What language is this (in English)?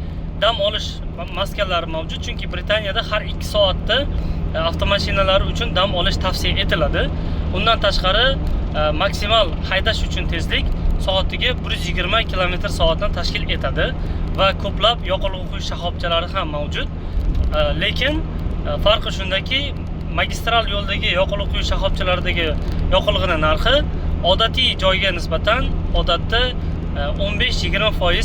Uzbek